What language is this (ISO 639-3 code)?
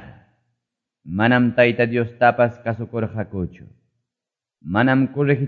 que